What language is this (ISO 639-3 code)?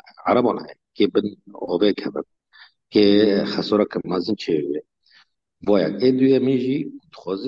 kur